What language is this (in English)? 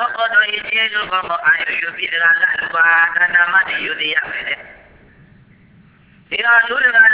Burmese